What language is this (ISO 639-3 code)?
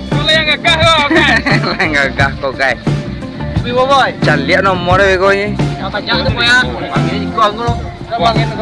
min